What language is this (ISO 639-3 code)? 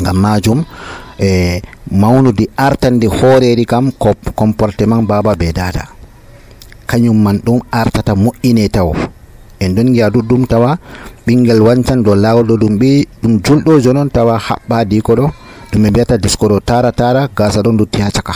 fuv